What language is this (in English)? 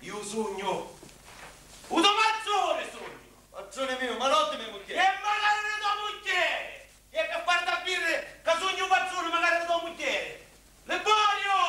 Sicilian